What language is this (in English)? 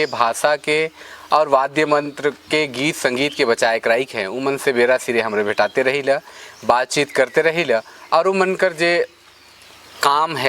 Sadri